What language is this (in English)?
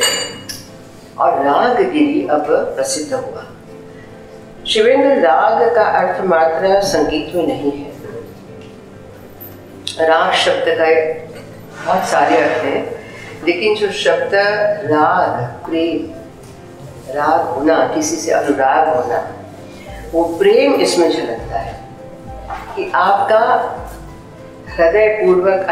Hindi